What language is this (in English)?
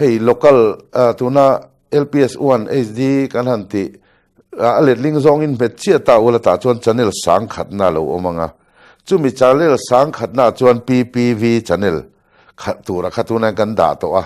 Mizo